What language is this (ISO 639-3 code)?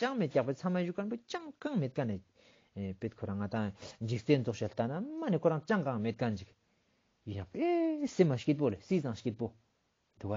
lbj